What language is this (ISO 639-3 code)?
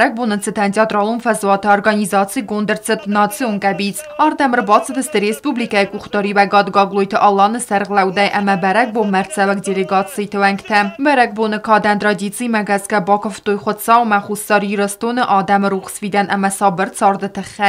oss